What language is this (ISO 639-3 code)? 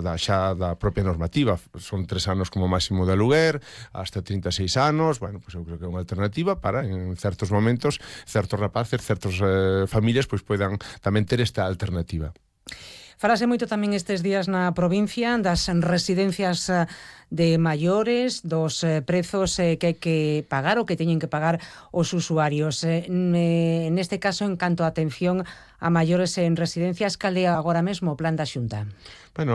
glg